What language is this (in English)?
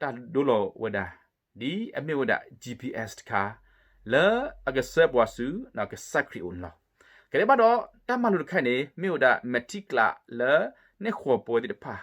S'gaw Karen